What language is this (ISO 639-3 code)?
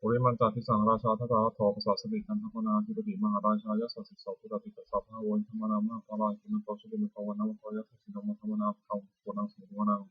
pli